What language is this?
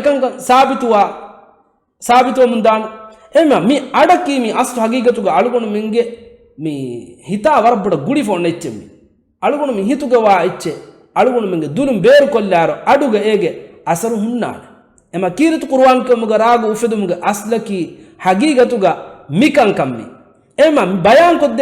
Divehi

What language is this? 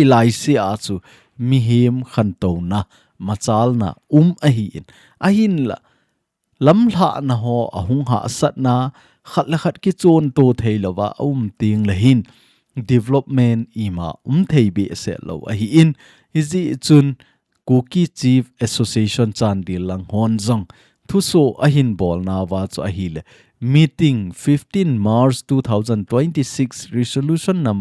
Thado Chin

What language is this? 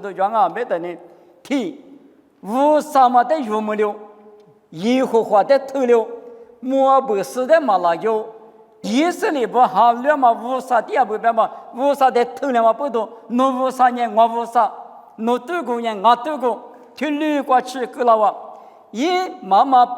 Lisu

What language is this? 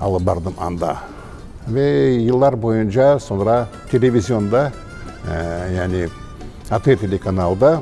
Crimean Tatar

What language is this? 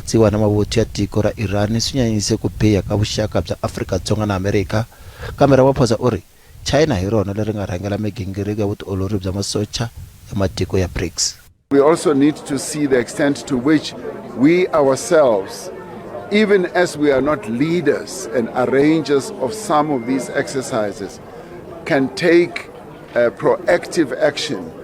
Tsonga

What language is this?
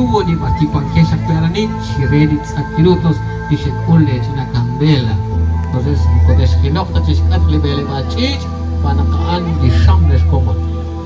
Kekchí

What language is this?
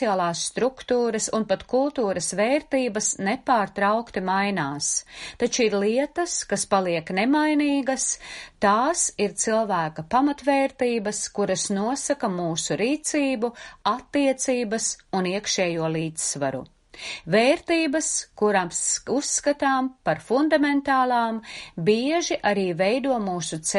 Latvian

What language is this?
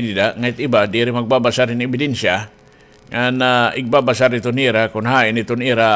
Waray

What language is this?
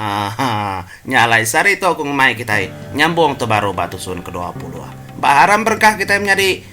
Iban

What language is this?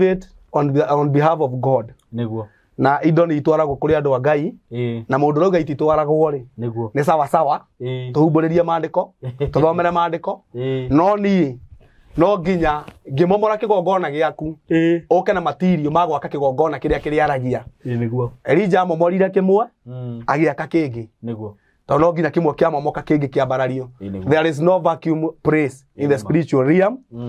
Kikuyu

